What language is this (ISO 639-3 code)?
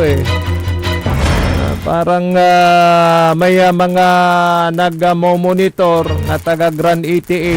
pag